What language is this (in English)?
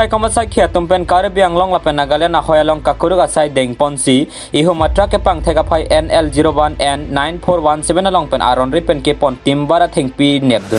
Karbi